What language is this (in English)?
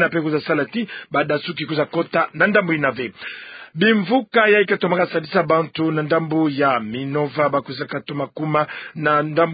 Kituba (Democratic Republic of Congo)